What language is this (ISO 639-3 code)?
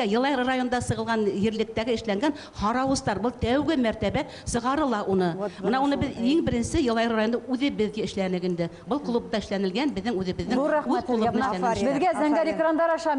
bak